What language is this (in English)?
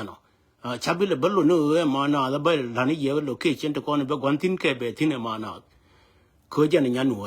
Nuer